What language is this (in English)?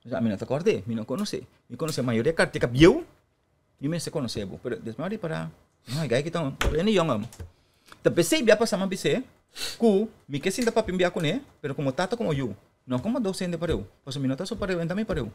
Papiamento